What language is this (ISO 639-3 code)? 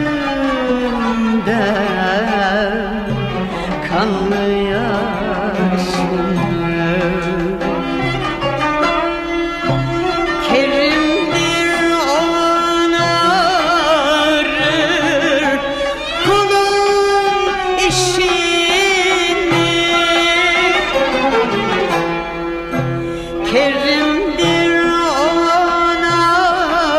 tur